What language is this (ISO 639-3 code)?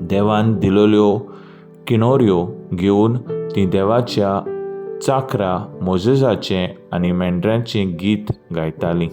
kok